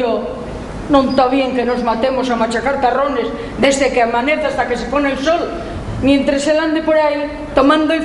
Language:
Asturian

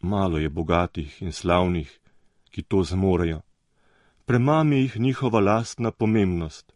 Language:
Slovenian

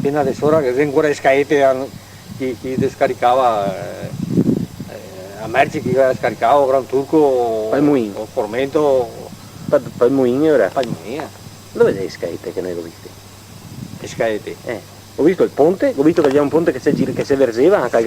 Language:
Venetian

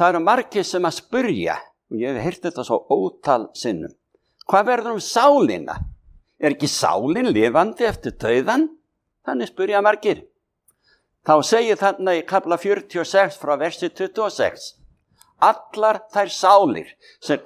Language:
Icelandic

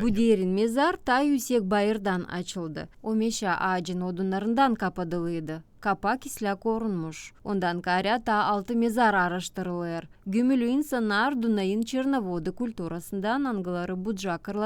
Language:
Gagauz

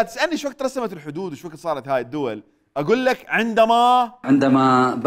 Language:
Mesopotamian Arabic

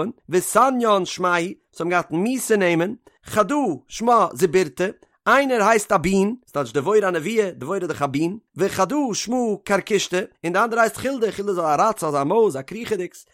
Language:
Yiddish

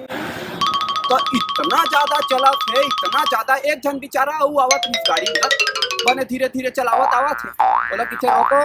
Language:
Chhattisgarhi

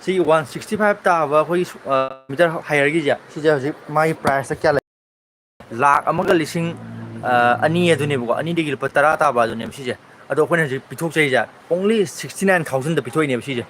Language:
Manipuri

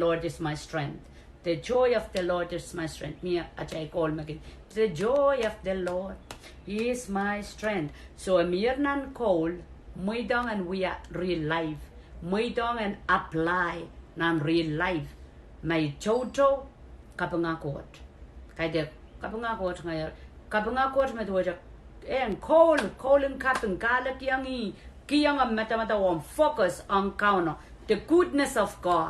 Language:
Pohnpeian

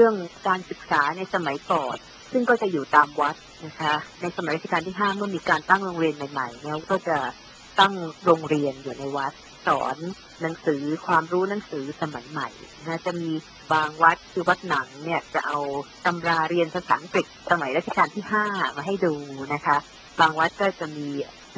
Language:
Thai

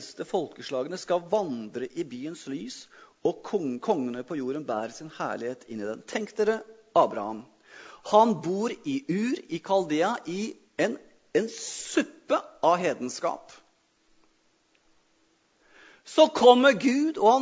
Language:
Norwegian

